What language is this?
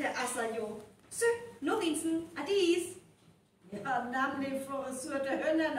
Northern Frisian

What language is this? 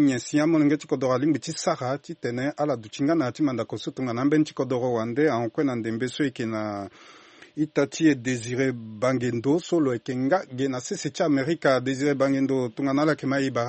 Sango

